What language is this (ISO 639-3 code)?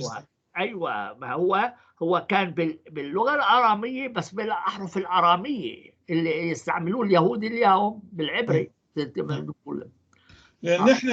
apc